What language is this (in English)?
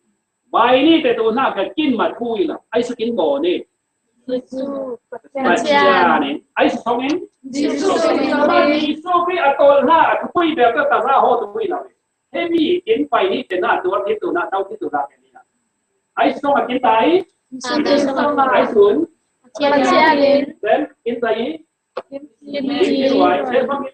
Falam Chin